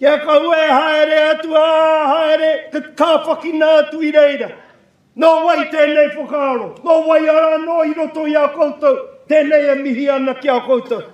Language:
Māori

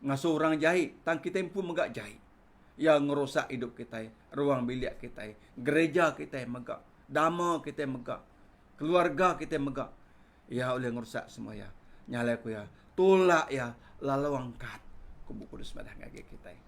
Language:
Iban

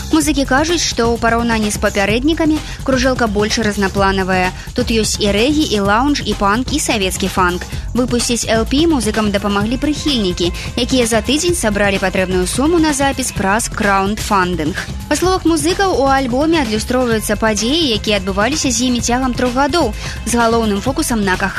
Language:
Belarusian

